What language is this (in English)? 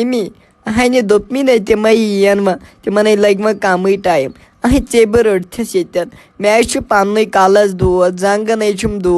Kashmiri